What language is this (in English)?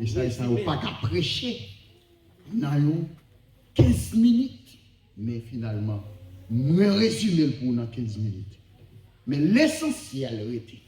Haitian Creole